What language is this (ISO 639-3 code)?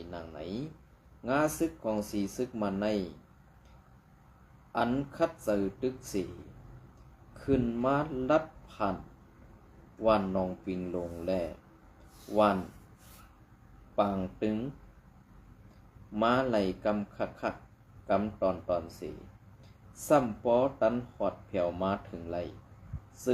shn